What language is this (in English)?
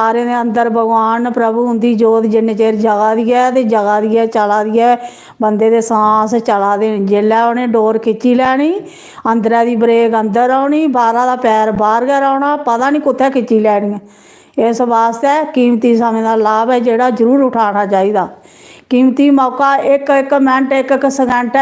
Dogri